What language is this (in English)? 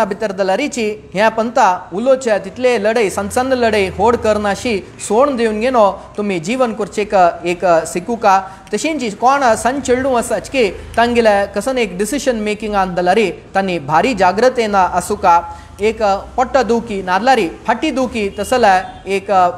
Konkani